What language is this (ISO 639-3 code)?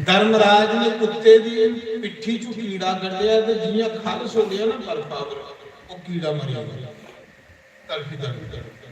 doi